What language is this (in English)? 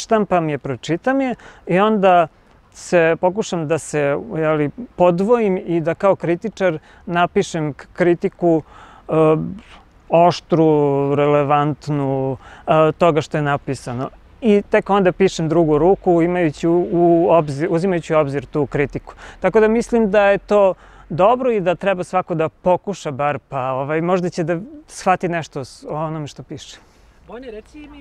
Serbian